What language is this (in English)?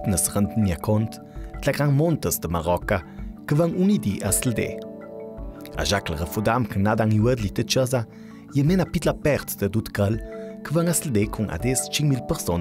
Ladin